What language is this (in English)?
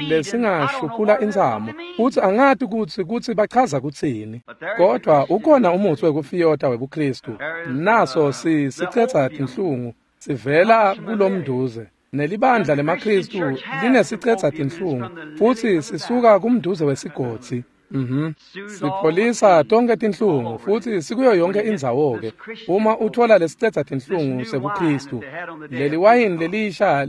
Swati